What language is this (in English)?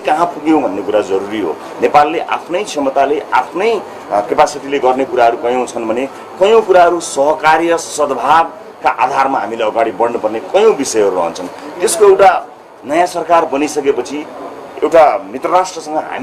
Nepali